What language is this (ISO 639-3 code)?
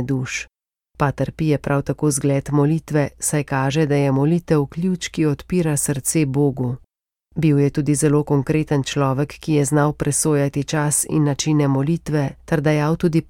slv